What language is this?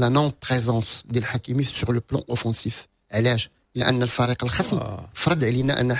Moroccan Arabic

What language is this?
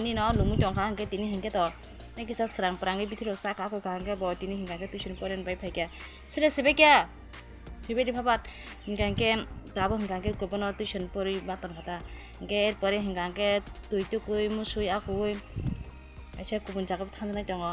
Kok Borok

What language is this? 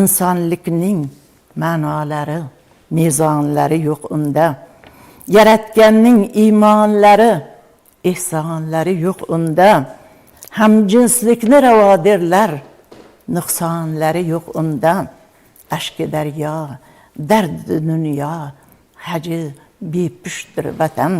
Uzbek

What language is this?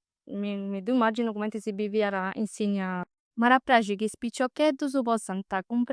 Sardinian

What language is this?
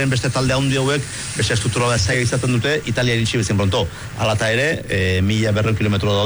Basque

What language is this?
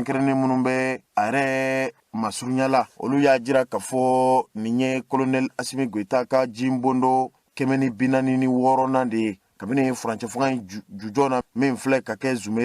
Bambara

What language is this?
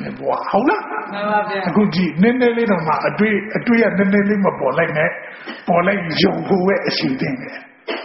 Burmese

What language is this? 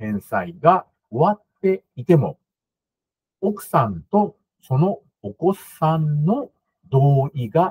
Japanese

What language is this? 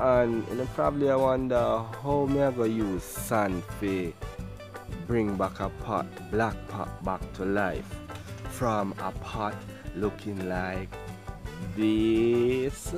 Jamaican Creole English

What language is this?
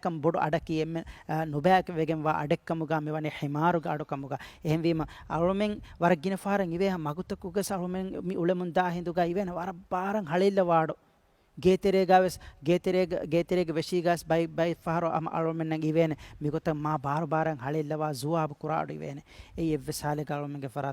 Divehi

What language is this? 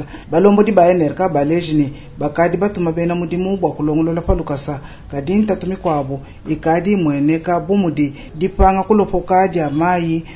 Luba-Lulua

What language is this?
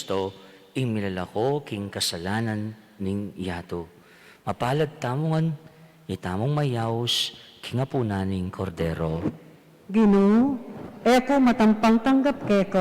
Pampanga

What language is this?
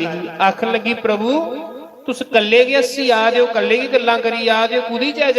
Dogri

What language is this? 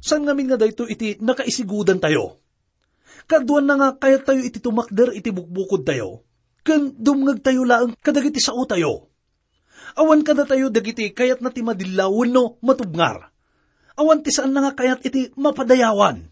Iloko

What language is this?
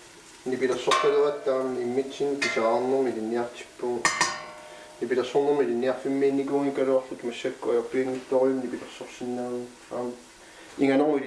Kalaallisut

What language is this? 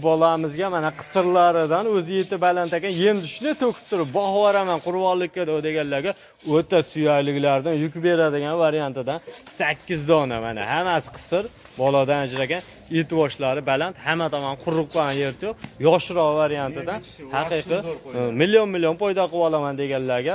Uzbek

